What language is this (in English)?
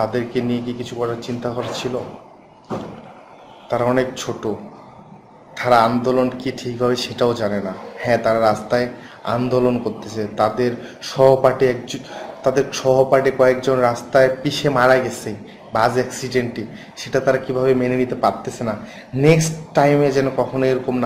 Bangla